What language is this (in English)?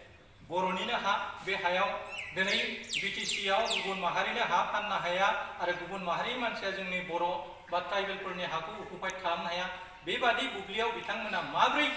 Bodo